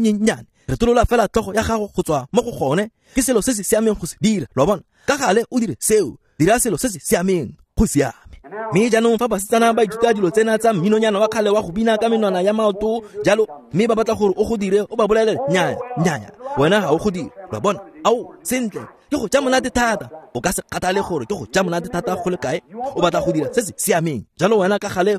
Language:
Tswana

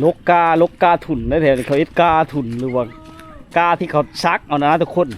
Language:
Lao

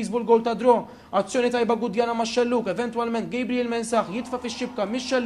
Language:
Maltese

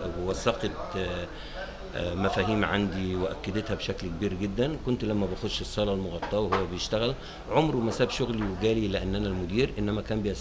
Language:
Egyptian Arabic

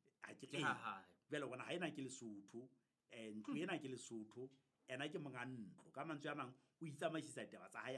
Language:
Southern Sotho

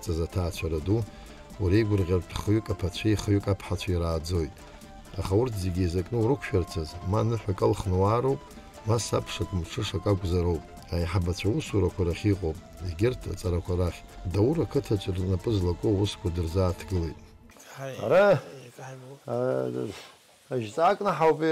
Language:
Abkhazian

